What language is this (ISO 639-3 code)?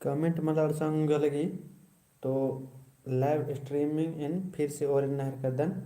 kru